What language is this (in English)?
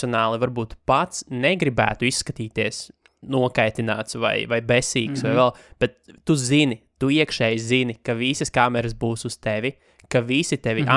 Latvian